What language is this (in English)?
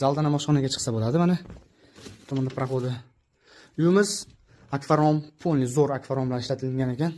Uzbek